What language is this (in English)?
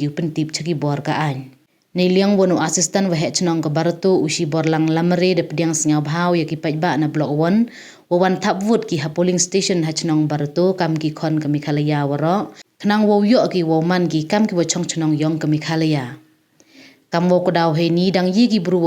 Pnar